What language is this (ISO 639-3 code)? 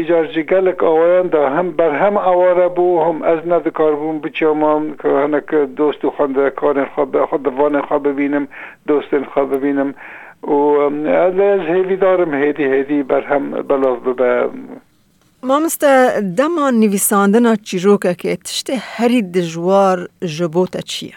kur